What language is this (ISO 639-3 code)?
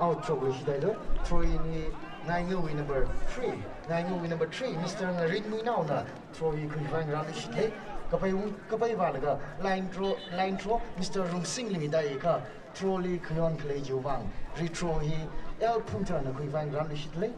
nmf